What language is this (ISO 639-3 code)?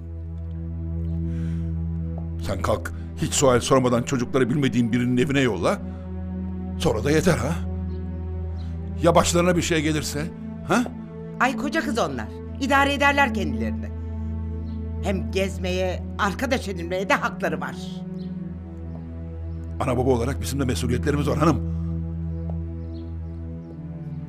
tur